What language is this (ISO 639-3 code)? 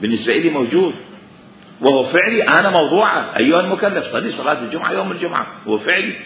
acm